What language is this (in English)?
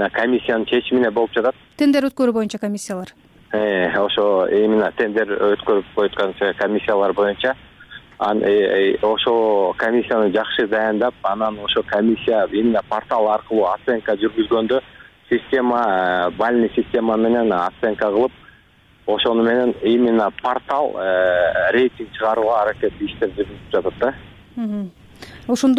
Kyrgyz